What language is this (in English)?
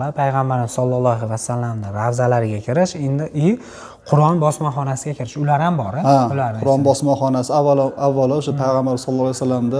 Uzbek